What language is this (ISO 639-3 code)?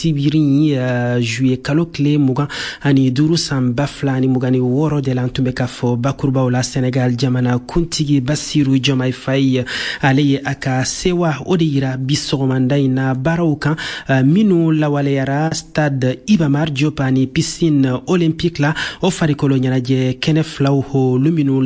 bam